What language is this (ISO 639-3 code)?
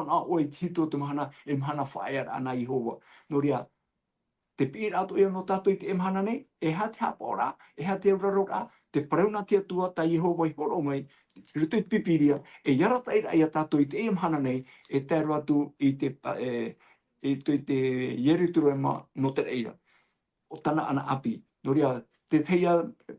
tah